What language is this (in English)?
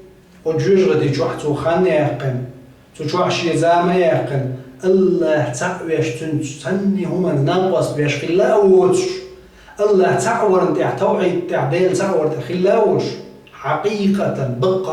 Chechen